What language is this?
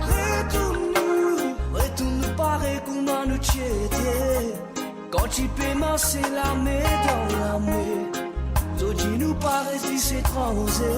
Morisyen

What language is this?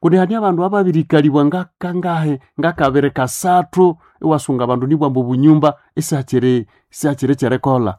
Nande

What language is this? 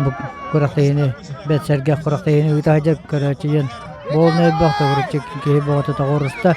Yakut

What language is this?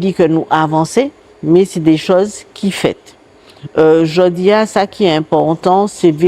Guadeloupean Creole French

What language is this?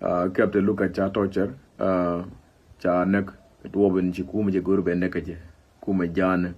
Nuer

